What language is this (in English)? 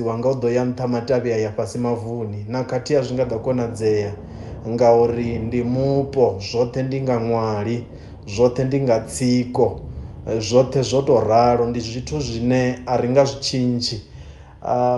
Venda